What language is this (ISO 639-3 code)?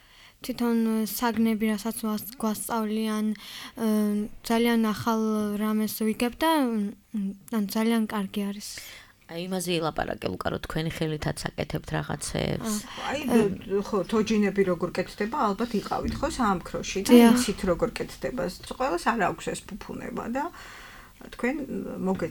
kat